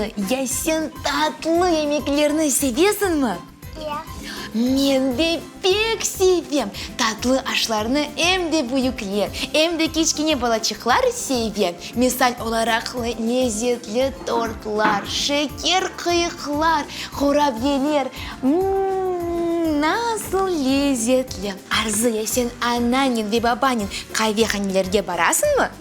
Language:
Crimean Tatar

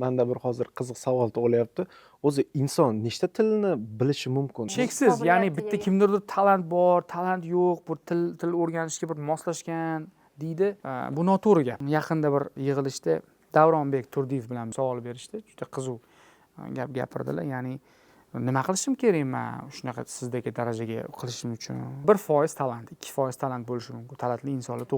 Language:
Uzbek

